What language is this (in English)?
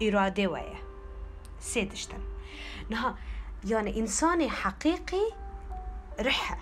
Kurdish